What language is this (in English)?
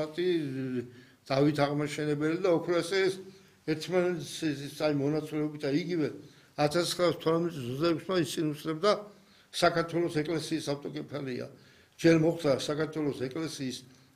Georgian